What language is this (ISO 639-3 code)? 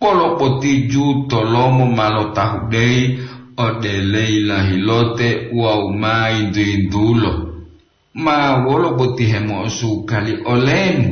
gor